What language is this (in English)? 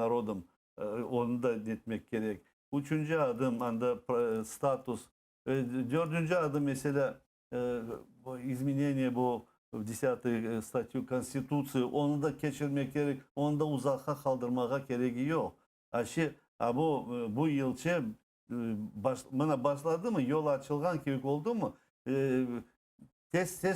Crimean Tatar